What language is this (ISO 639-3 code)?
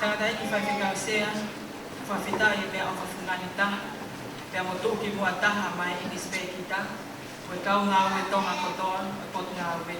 ton